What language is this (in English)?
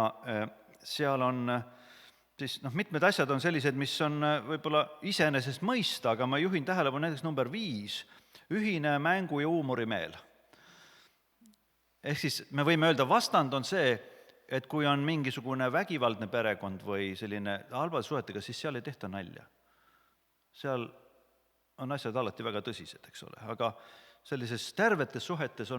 Estonian